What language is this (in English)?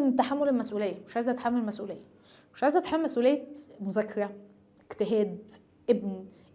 Egyptian Arabic